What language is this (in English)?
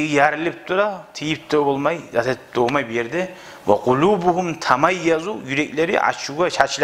Kumyk